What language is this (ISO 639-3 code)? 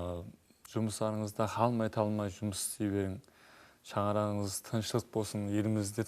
kaa